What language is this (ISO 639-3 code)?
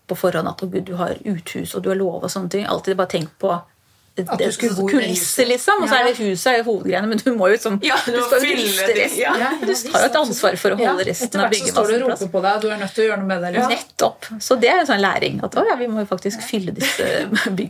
nor